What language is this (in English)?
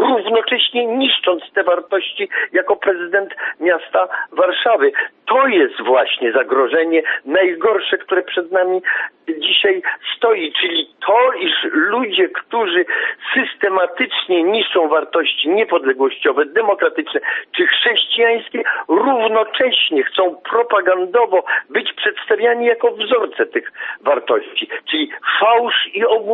Polish